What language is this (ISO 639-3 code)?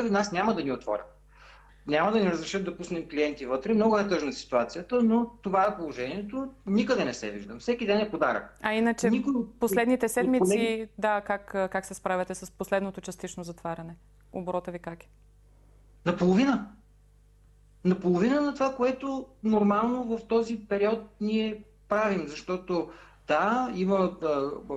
bul